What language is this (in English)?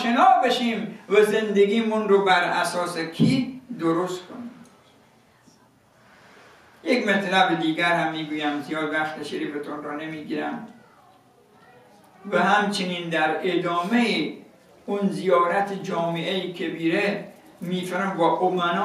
Persian